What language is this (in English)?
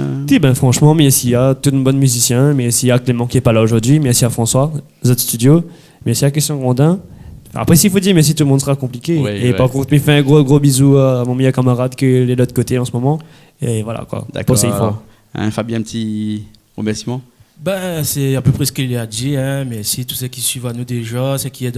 Réunion Creole French